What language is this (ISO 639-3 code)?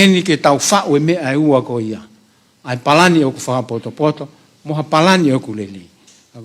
ton